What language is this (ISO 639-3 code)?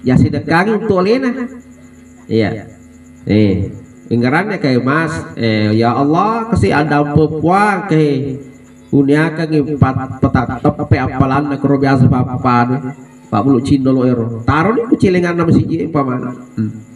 bug